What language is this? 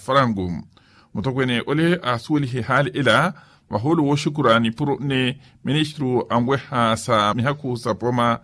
Makhuwa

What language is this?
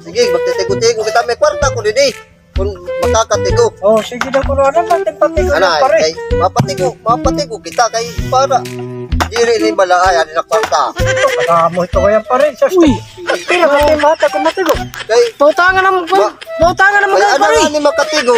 Waray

